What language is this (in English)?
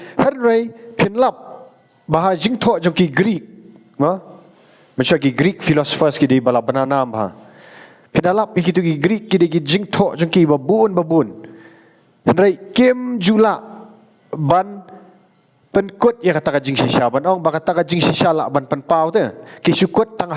Khasi